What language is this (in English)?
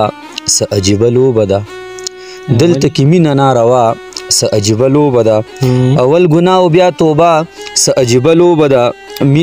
Pashto